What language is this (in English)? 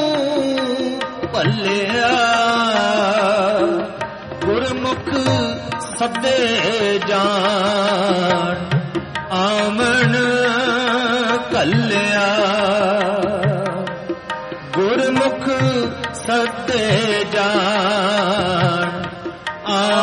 Punjabi